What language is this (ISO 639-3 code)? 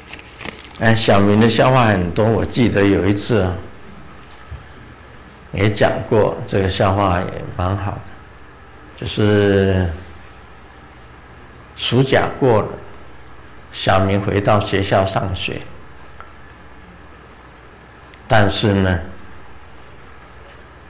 zho